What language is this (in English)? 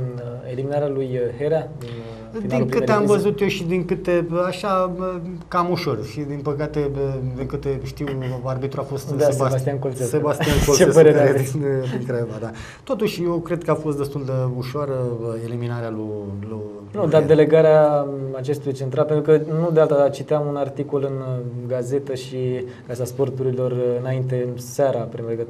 Romanian